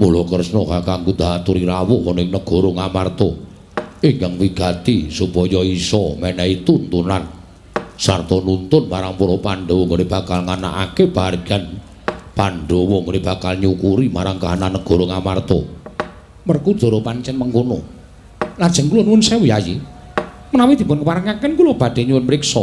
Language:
Javanese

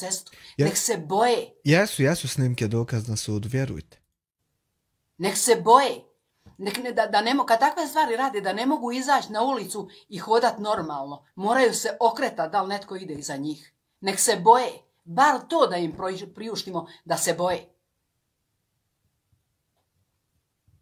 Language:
Croatian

